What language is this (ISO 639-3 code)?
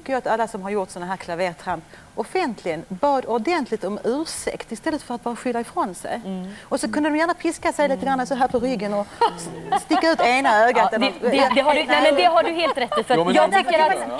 swe